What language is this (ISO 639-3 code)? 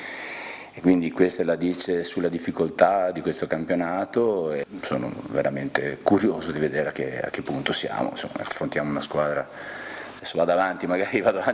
ita